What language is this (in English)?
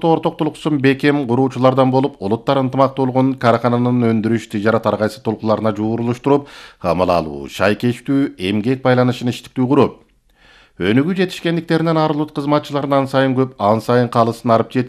Kyrgyz